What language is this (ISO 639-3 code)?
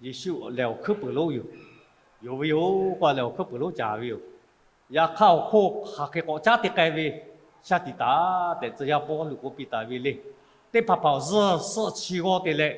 lhu